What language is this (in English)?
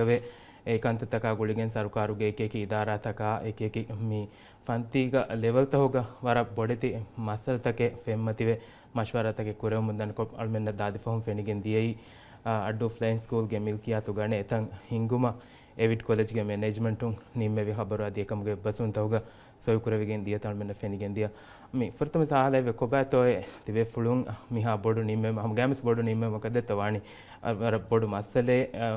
Divehi